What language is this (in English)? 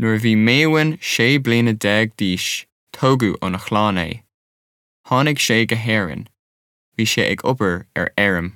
Irish